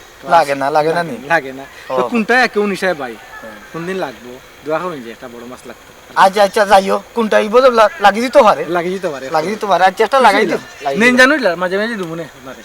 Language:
Sylheti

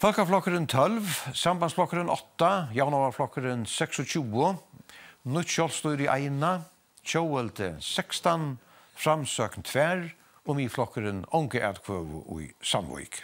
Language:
Faroese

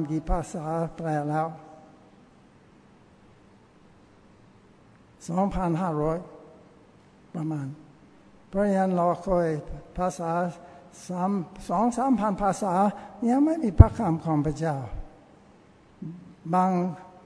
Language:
Thai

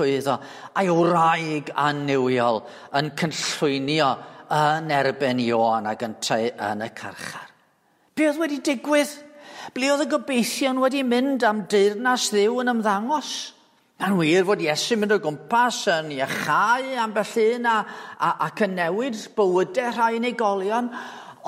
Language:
Welsh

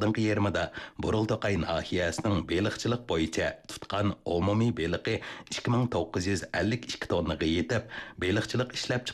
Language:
Uyghur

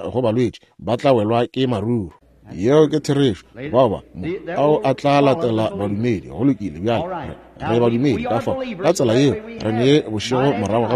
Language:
Northern Sotho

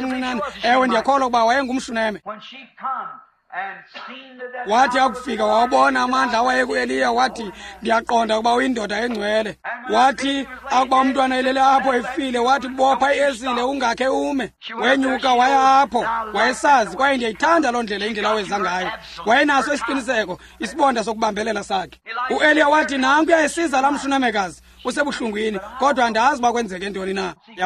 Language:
Xhosa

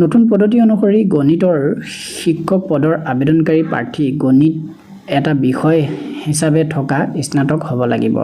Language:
Assamese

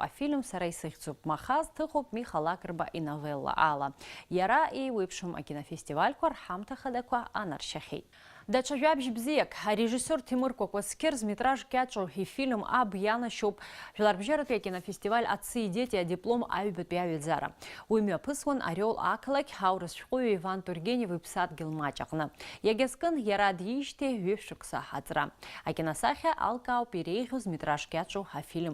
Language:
Abkhazian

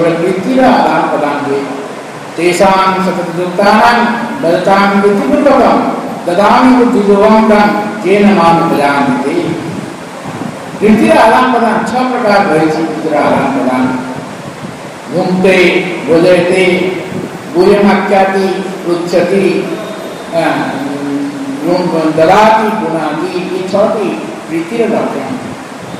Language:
Odia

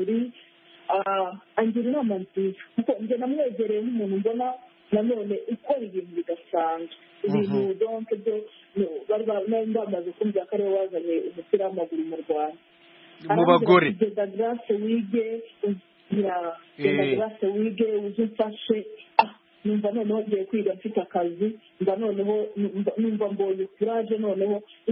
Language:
Kinyarwanda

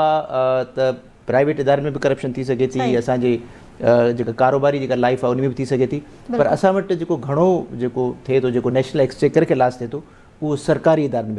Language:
Sindhi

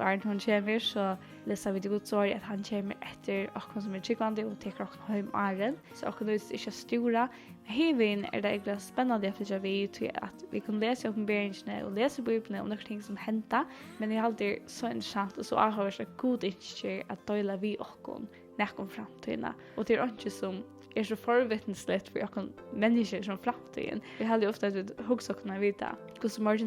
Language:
Faroese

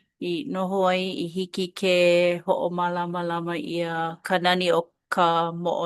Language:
Hawaiian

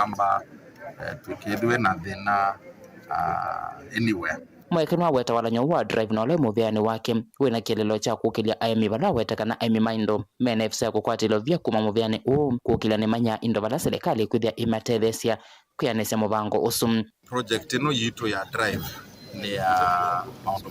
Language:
Kamba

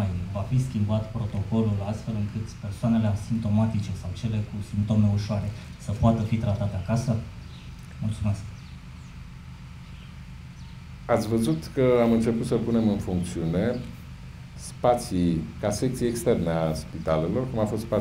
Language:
Romanian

